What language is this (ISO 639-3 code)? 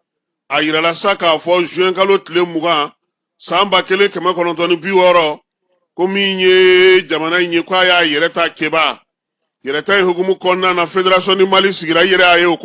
bam